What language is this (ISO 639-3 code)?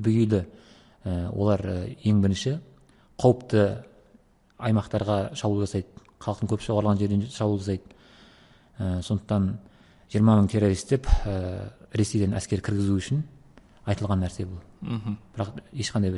kaz